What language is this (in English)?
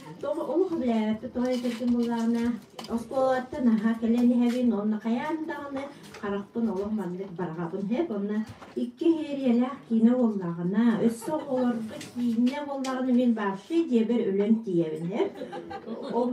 Yakut